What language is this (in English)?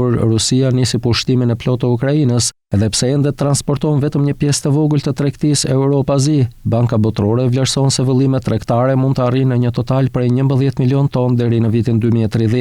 Albanian